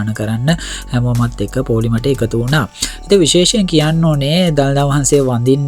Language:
Sinhala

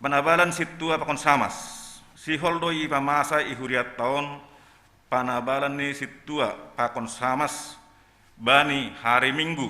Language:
Batak Simalungun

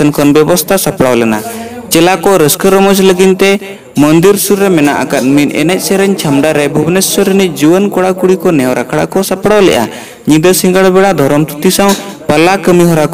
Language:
Santali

